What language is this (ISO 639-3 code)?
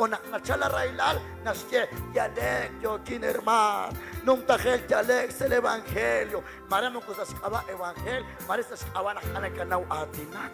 kek